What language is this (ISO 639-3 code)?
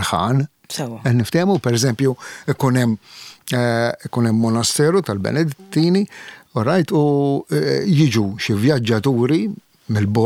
mlt